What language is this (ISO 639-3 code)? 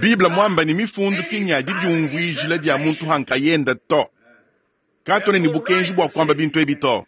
lua